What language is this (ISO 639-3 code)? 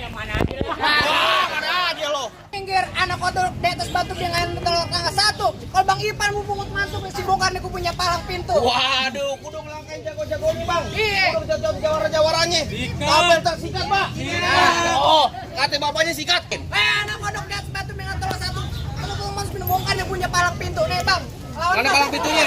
bew